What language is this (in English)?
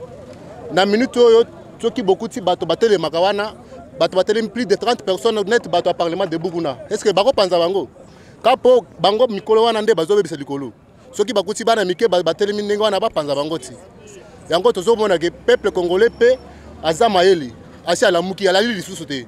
Lingala